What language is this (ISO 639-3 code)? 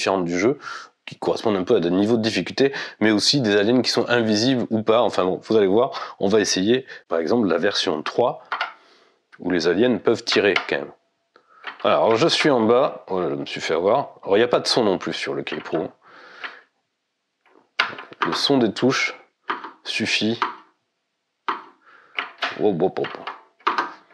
fra